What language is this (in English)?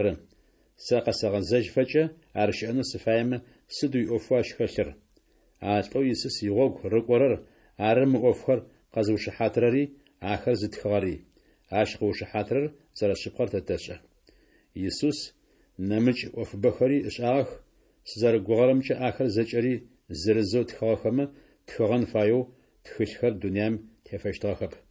Adyghe